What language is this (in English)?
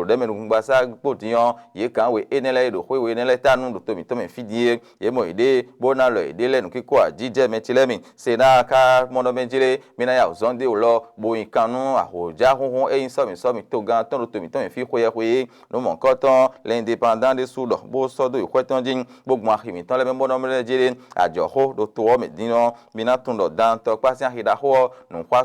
Fon